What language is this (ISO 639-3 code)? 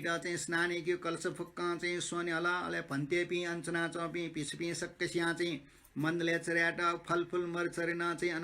new